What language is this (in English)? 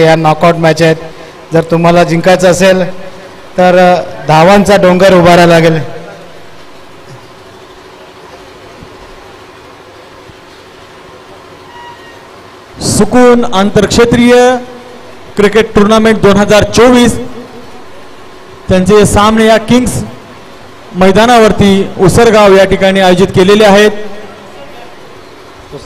Marathi